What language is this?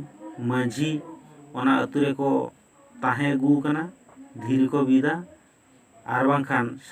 Santali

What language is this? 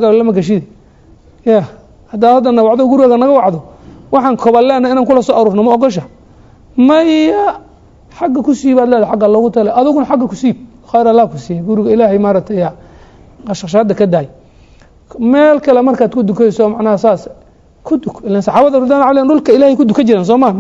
Somali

